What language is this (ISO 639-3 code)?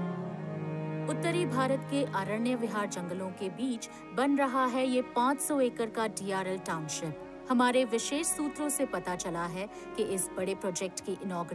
hin